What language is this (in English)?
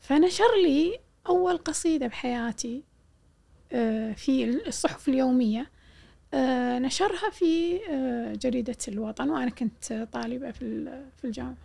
Gulf Arabic